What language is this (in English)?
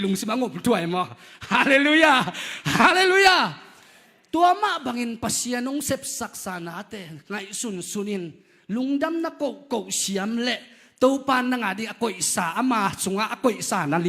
Tedim Chin